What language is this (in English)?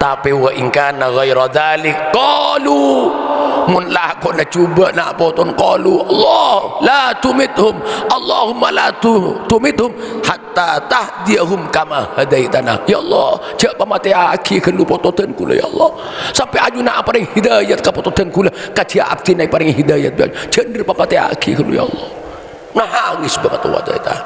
Madurese